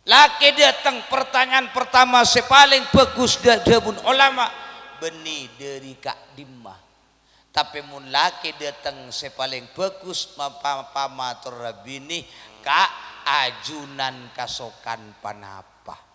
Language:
Madurese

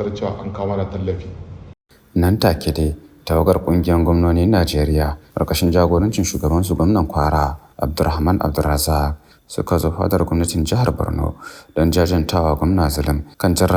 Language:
Hausa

